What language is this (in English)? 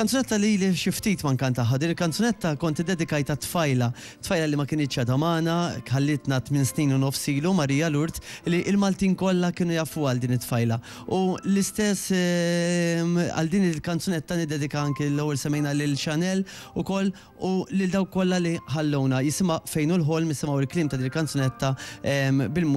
Maltese